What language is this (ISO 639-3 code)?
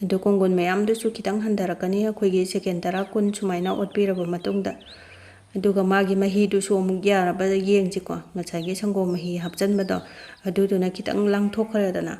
mni